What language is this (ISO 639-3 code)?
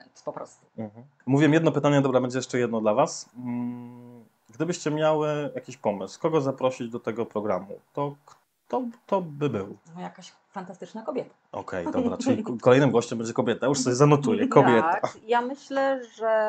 pol